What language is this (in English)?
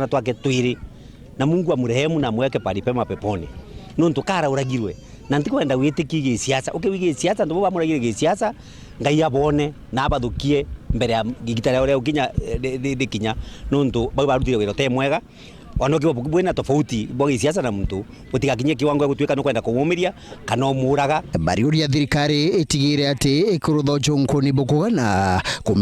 Meru